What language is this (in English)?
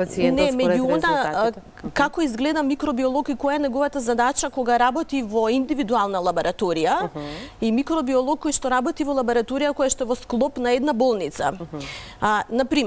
Macedonian